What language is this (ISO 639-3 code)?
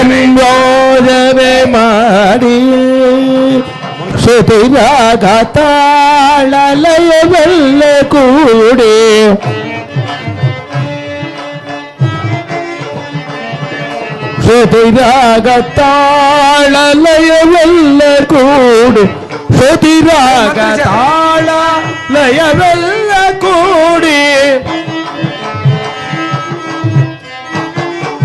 kan